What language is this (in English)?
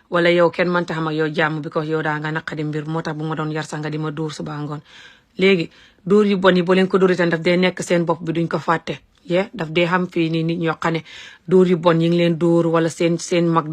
Wolof